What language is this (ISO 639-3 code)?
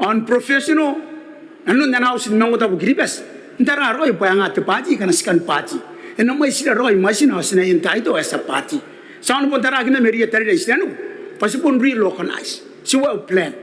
gil